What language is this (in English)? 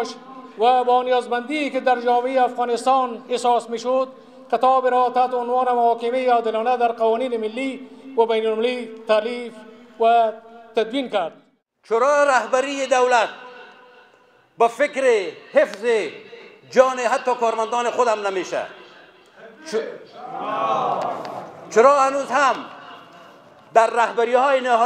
Persian